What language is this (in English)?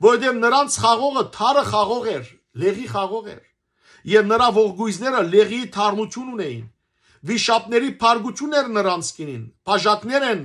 Western Armenian